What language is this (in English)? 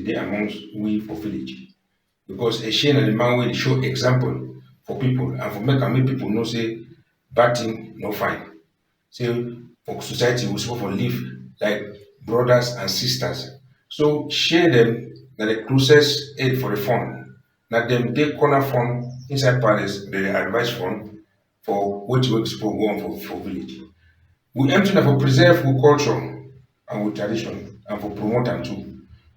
Cameroon Pidgin